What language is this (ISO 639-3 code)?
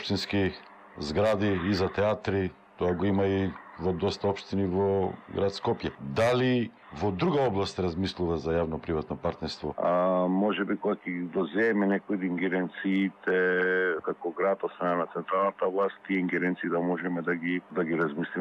mkd